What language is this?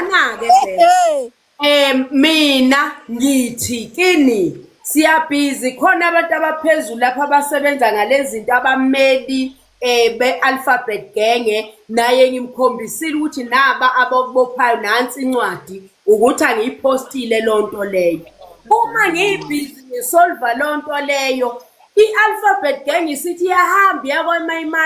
Zulu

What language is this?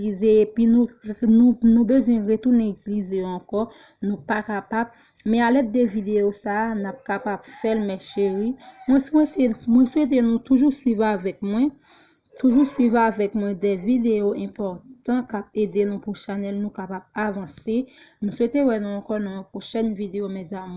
Haitian Creole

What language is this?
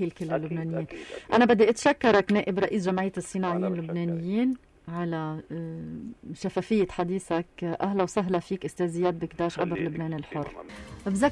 North Levantine Arabic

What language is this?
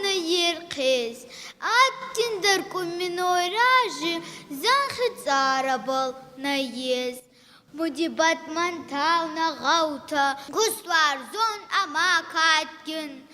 Ossetic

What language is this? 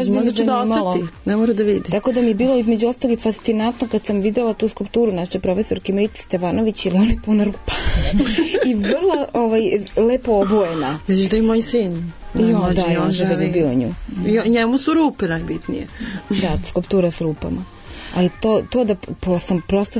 Serbian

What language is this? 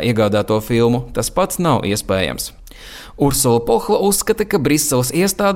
Latvian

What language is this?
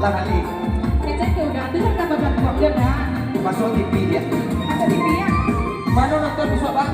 Minangkabau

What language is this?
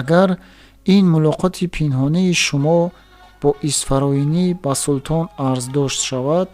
Tajik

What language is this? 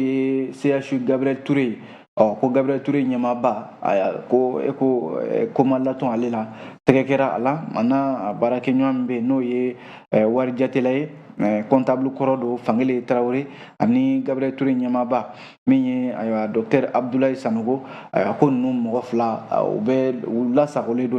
Bambara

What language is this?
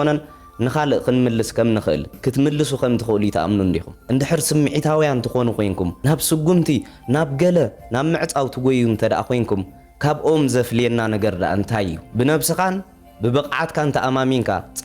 Tigrinya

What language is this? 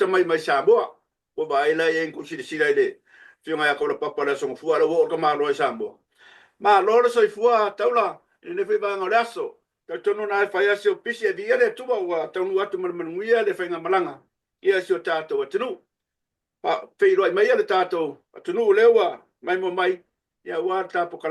Samoan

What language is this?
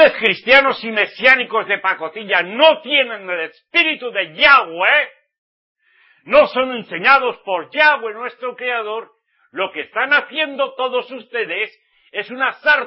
Spanish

